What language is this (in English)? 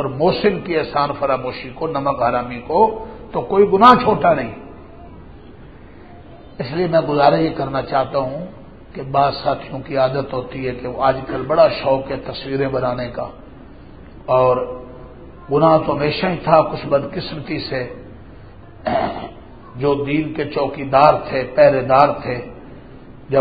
Urdu